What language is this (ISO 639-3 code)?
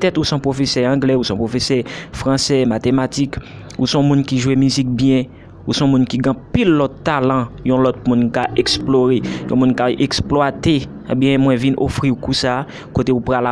hat